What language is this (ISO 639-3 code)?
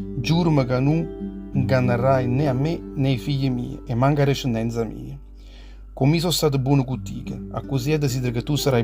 nap